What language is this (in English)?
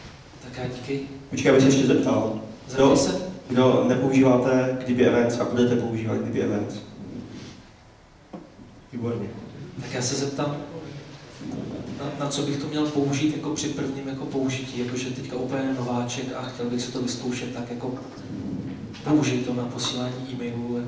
Czech